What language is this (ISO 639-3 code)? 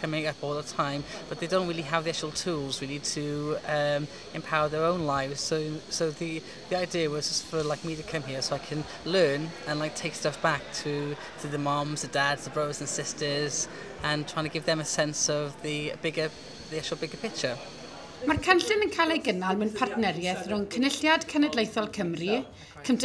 cym